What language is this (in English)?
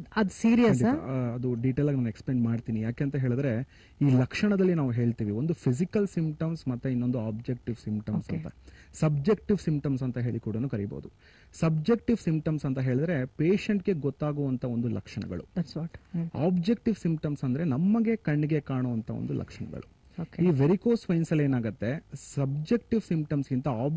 Kannada